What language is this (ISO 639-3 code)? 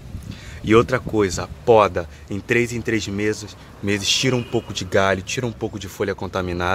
por